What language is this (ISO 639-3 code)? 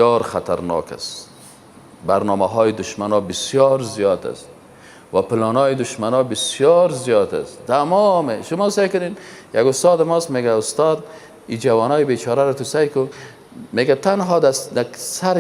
fas